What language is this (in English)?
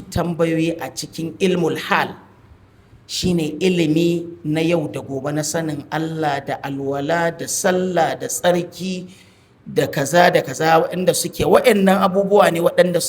Hausa